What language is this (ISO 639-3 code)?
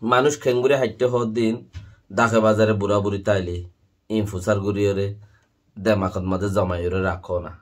rhg